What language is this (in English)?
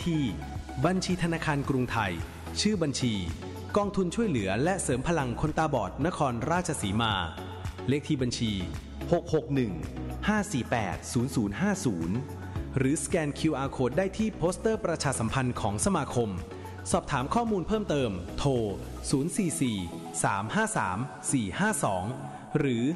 Thai